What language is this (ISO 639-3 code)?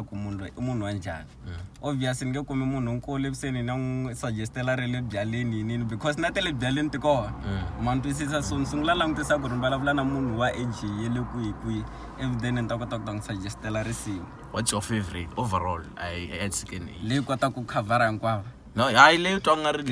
tso